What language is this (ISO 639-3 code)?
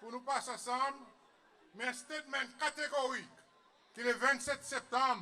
crs